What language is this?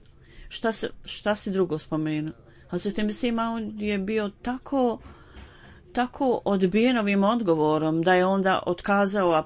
Bosnian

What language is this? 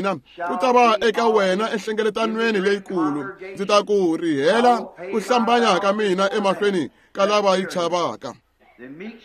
Tsonga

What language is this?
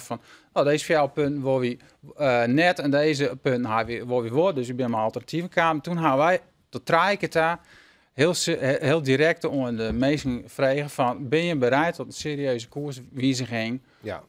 Western Frisian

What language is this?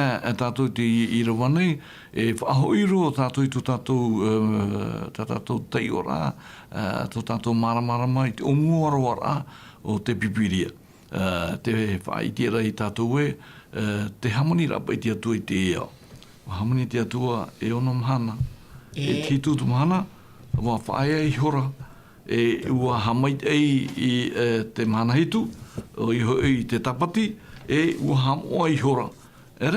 Tahitian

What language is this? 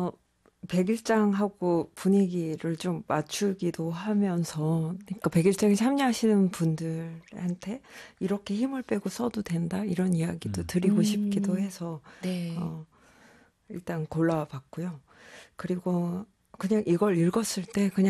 Korean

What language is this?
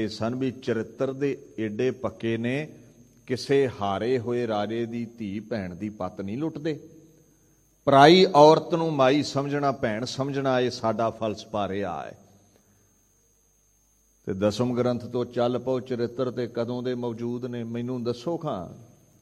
Punjabi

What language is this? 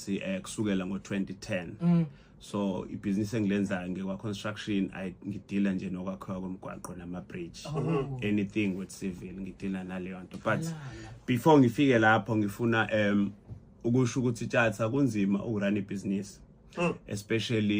Zulu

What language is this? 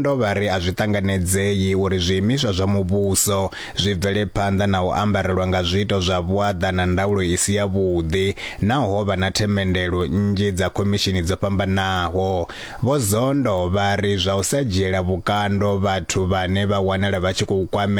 Venda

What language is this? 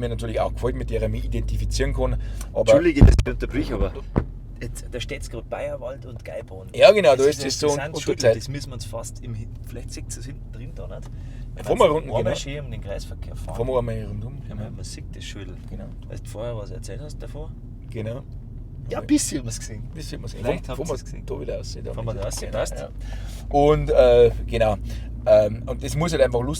Bavarian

